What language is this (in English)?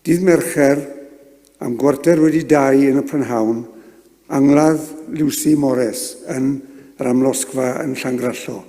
Welsh